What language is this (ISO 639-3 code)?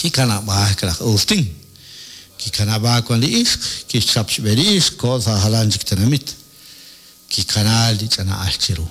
kek